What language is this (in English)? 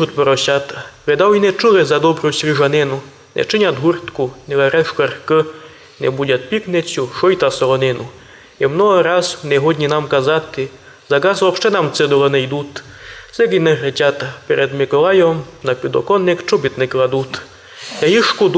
Rusyn